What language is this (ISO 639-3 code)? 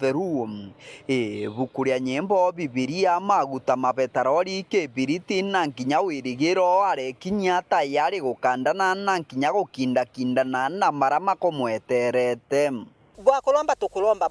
mer